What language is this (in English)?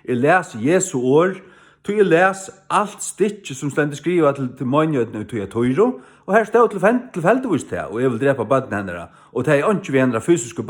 Faroese